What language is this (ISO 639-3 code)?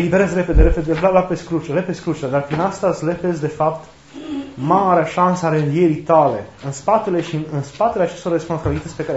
ron